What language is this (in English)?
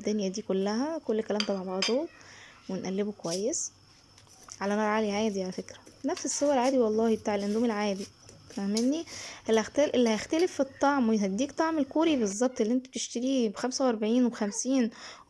Egyptian Arabic